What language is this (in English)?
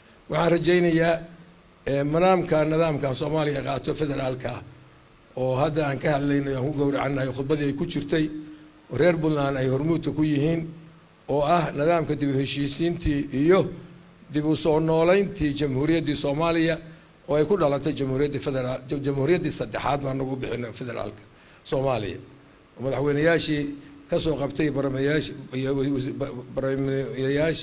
Somali